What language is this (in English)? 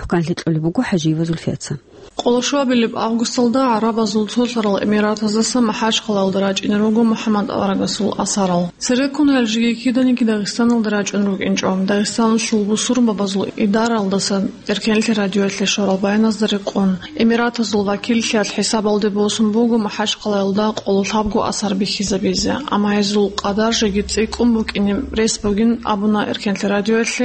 Avaric